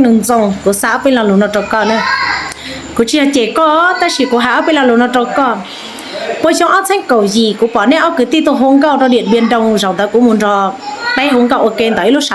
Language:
Hmong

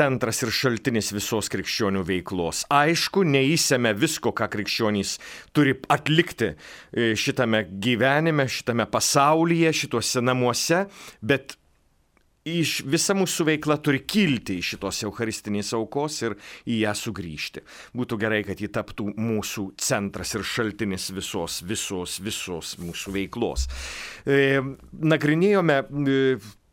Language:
Lithuanian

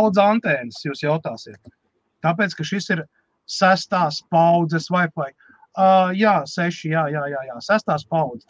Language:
Latvian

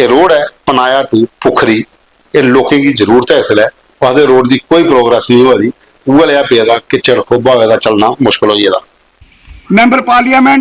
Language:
Dogri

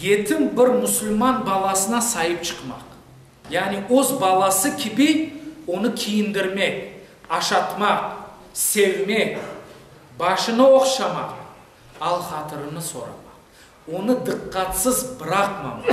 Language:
Crimean Tatar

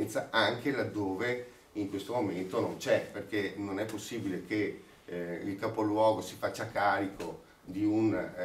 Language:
Italian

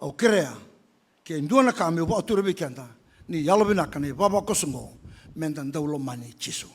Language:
Fijian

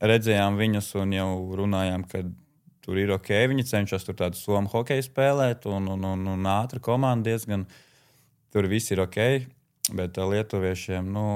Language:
Latvian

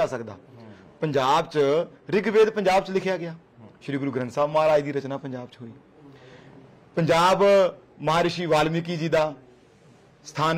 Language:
Punjabi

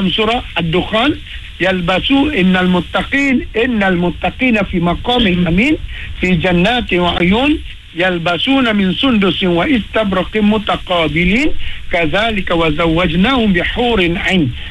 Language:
Malay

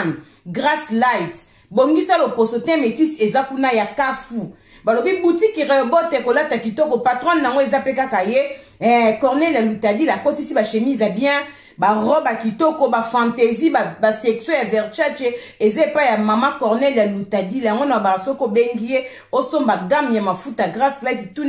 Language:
Lingala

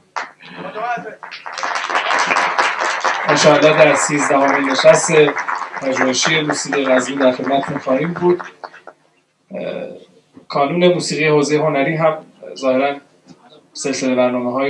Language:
Persian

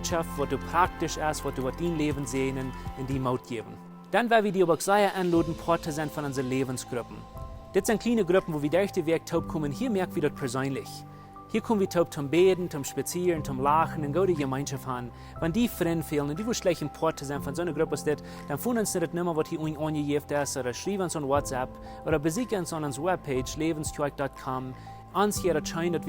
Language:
Plautdietsch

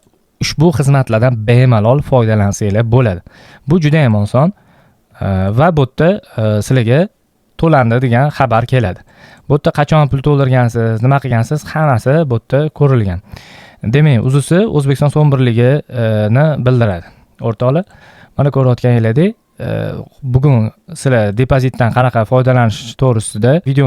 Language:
Uzbek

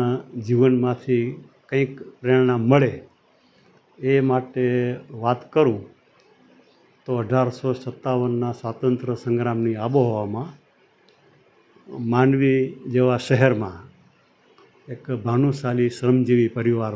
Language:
Gujarati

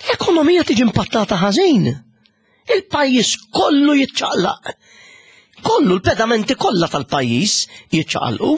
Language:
Maltese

